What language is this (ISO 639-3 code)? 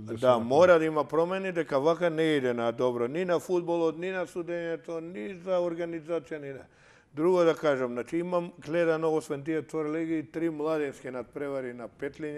mkd